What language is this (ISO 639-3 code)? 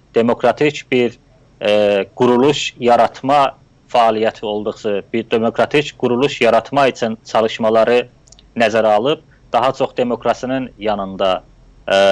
azb